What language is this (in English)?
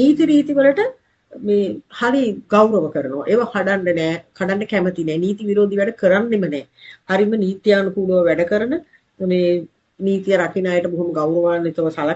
Sinhala